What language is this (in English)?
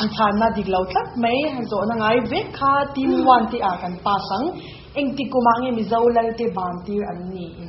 Mizo